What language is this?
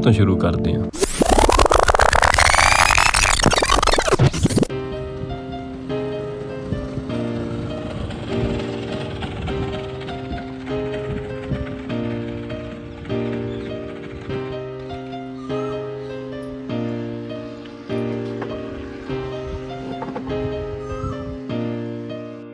Punjabi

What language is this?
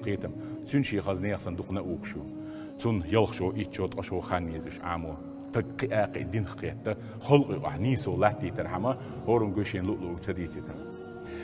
Chechen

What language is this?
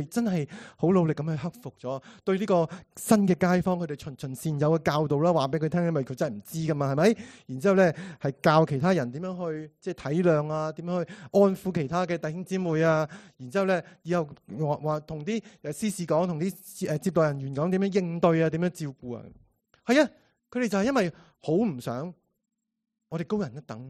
Cantonese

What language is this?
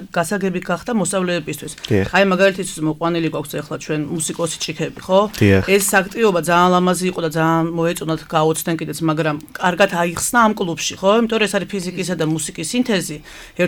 Georgian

